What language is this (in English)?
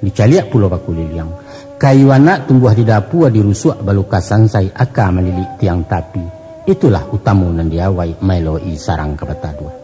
Minangkabau